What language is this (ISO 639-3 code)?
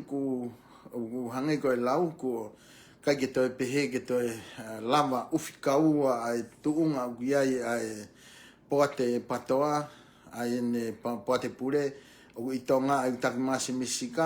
ton